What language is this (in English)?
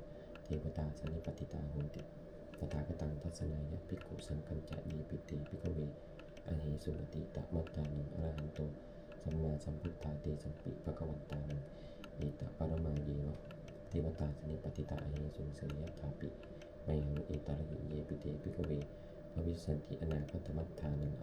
Pali